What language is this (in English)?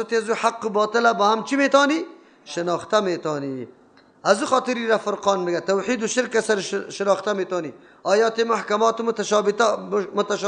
Persian